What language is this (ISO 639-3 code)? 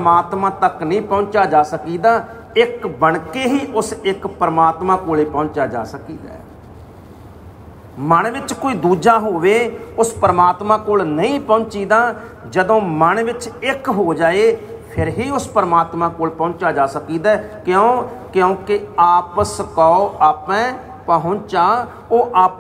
pan